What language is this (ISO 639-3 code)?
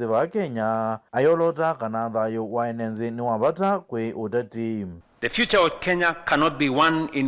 kam